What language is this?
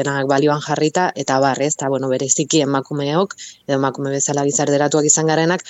Basque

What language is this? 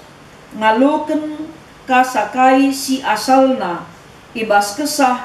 Batak Karo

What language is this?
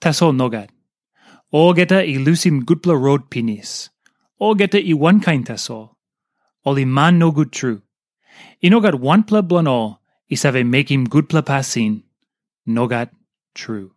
Tok Pisin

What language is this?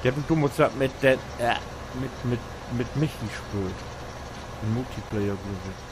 Low German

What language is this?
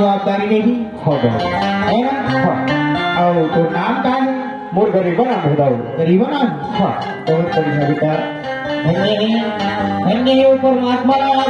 Chhattisgarhi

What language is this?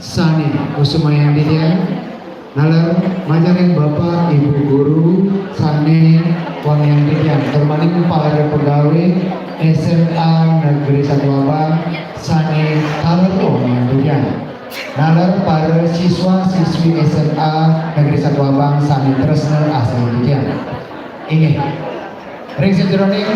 Balinese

